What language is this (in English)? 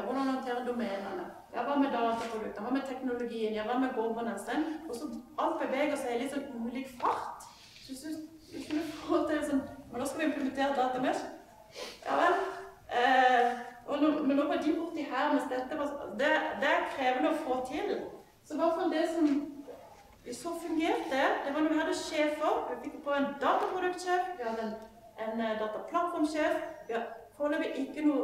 Norwegian